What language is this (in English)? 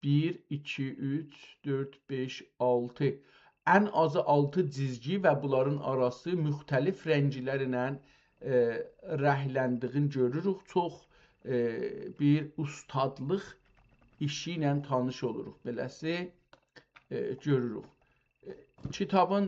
South Azerbaijani